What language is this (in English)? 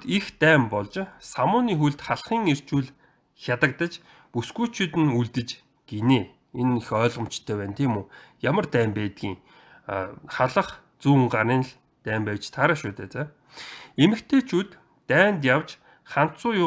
Mongolian